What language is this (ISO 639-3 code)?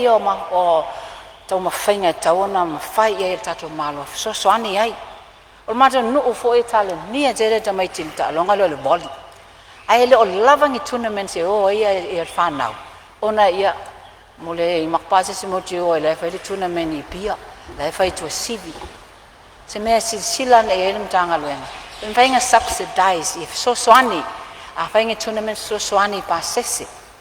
smo